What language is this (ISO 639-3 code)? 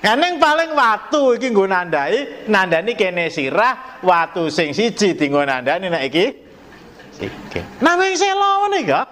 jav